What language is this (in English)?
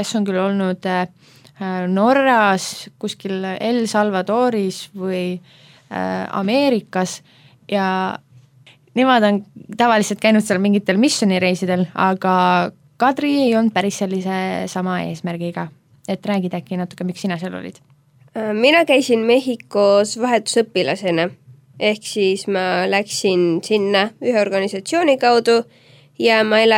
Estonian